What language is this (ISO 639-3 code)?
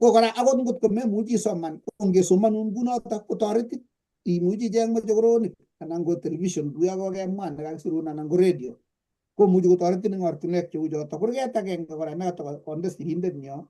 kln